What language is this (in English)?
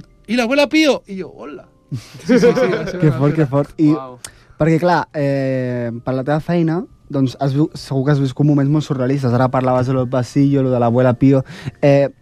Catalan